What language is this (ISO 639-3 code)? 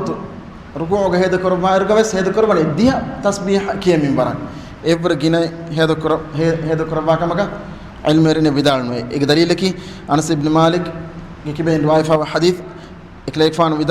div